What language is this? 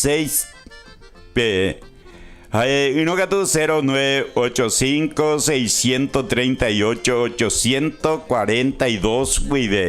Guarani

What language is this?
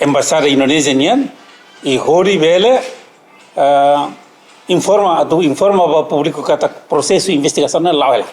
Tetum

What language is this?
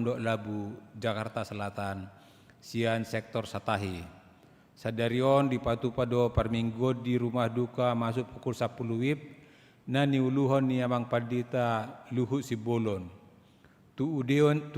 Batak Toba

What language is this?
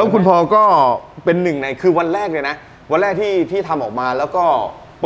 Thai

